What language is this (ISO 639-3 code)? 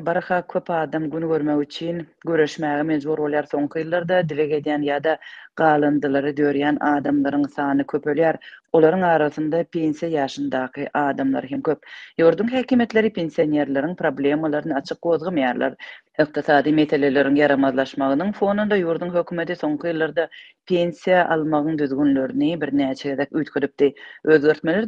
tuk